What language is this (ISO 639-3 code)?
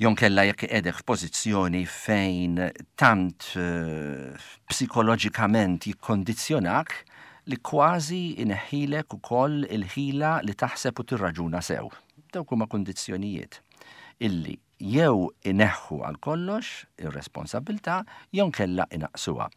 mlt